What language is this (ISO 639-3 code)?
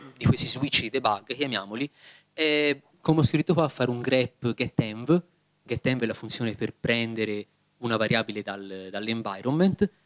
ita